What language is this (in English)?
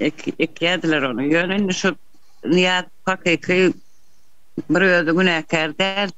Turkmen